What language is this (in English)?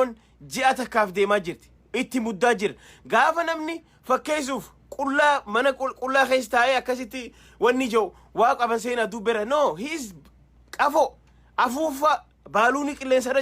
Oromo